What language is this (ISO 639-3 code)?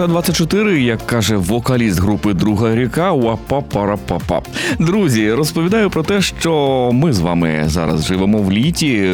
ukr